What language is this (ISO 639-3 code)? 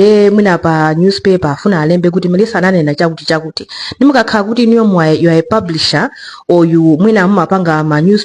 nya